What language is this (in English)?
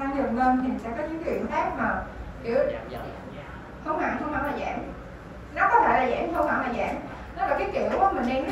Vietnamese